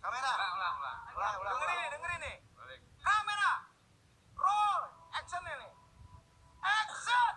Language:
Betawi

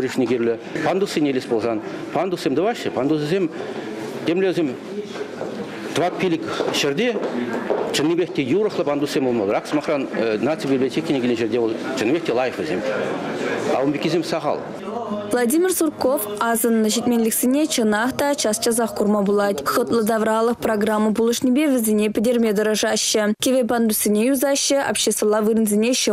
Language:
Chuvash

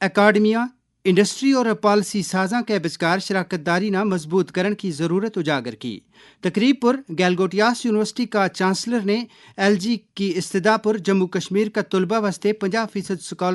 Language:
Gujari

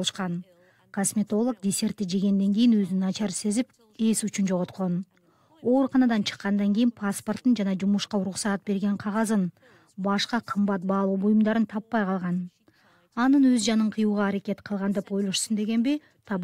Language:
Kyrgyz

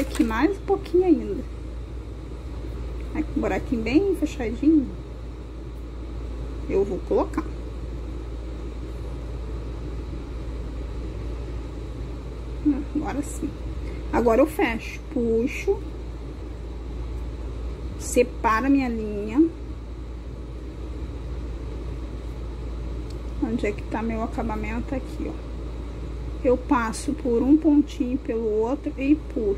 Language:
Portuguese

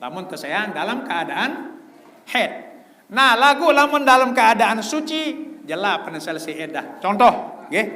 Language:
Sasak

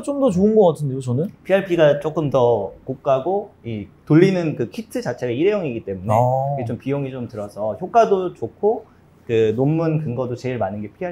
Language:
Korean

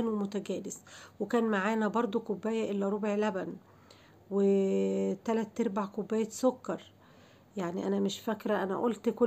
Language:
Egyptian Arabic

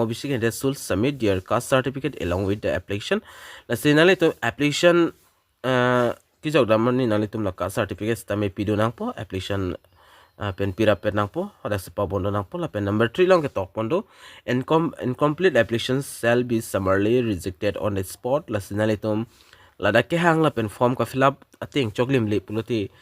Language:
Karbi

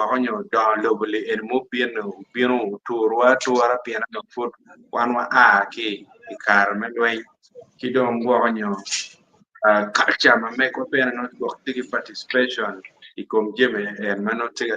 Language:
Acoli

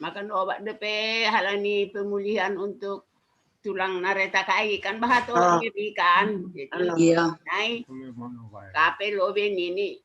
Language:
Batak Simalungun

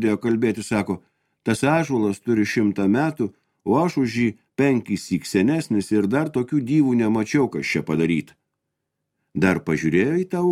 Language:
Lithuanian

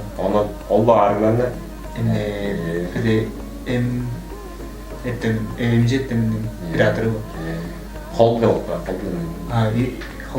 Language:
Tuvinian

